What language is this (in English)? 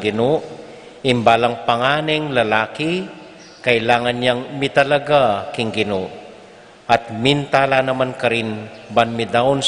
Pampanga